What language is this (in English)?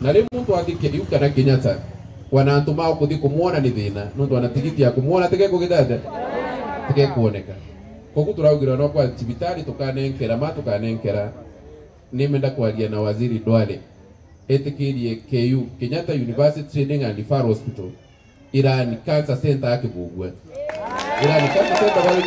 Meru